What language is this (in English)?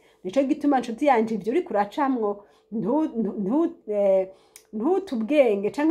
Rundi